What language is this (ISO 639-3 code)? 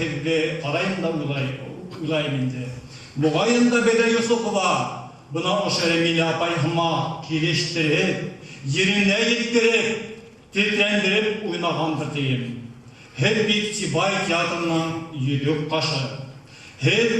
bak